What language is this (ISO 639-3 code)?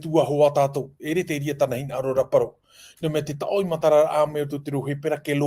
tah